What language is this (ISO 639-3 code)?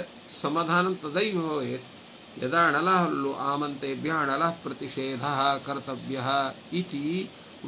san